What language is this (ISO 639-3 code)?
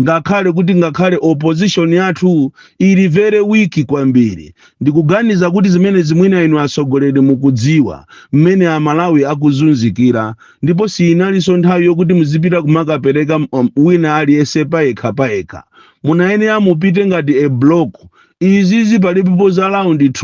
nya